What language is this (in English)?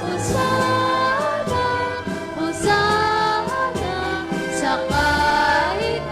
Hiligaynon